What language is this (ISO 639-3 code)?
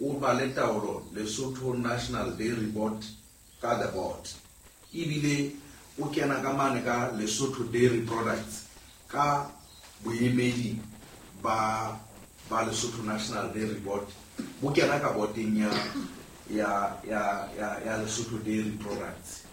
sot